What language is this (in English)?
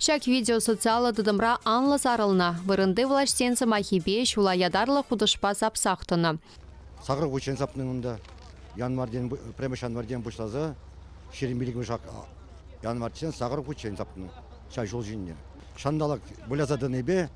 Chuvash